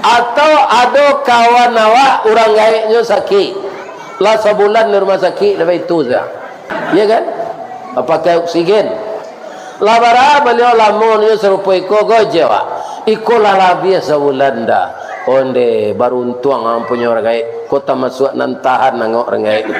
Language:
Minangkabau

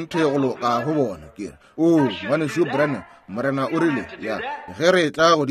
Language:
Northern Sotho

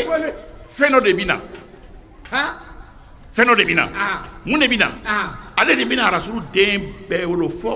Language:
Bambara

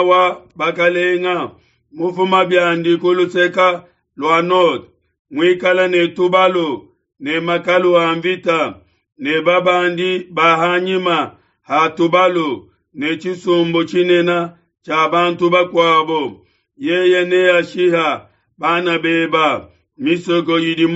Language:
Luba-Lulua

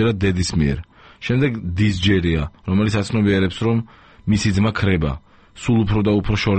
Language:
Georgian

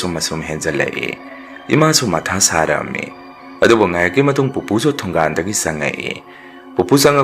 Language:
Manipuri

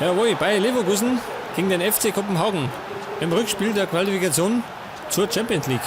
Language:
Bavarian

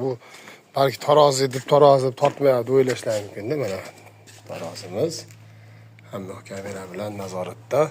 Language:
Uzbek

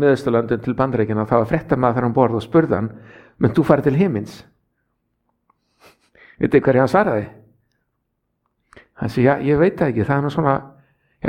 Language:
Icelandic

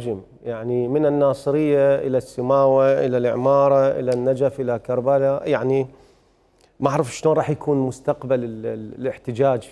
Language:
Mesopotamian Arabic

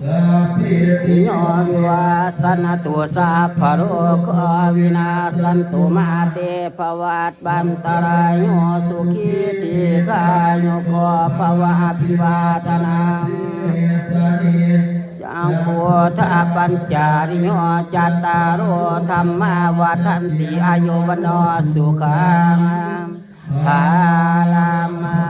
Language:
Pali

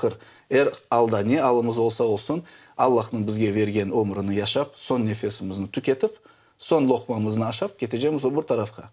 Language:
Crimean Tatar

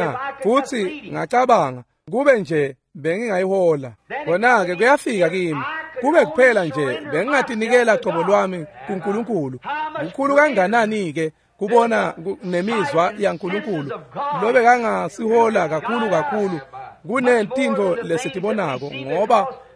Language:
Swati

